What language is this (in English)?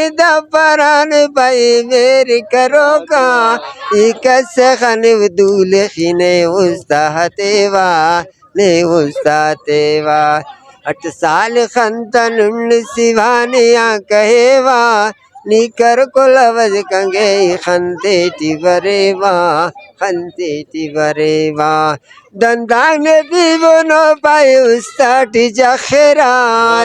Brahui